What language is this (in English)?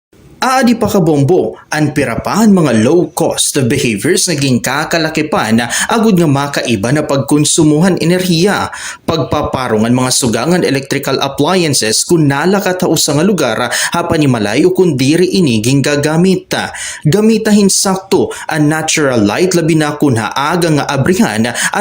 Waray